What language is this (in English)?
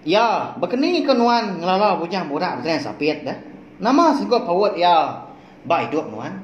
Iban